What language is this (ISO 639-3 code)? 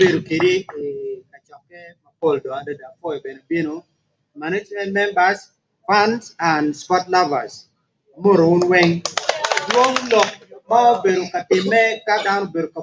ach